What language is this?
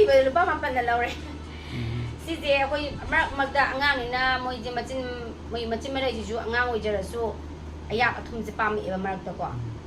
Manipuri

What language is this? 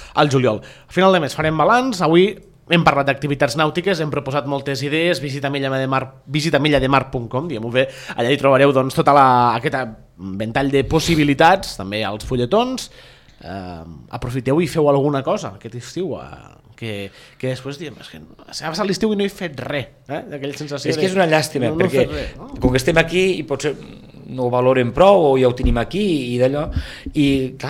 Catalan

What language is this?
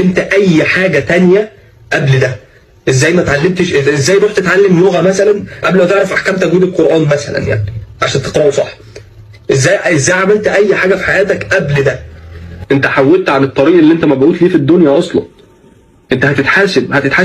Egyptian Arabic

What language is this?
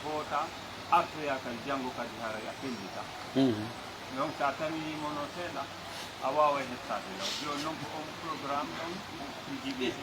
Pular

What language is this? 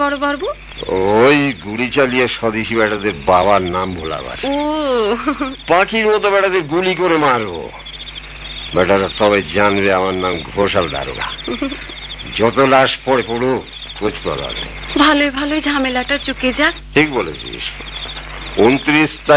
Bangla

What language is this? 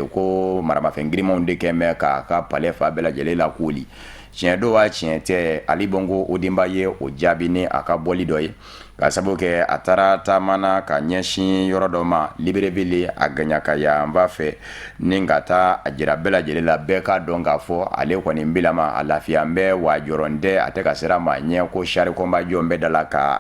Bambara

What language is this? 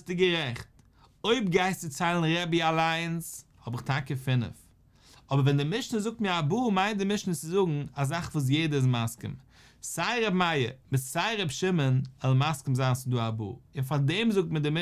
Yiddish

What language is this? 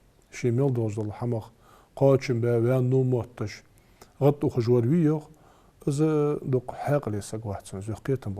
Ingush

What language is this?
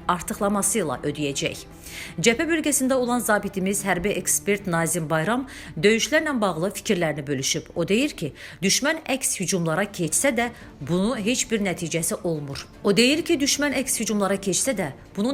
Azerbaijani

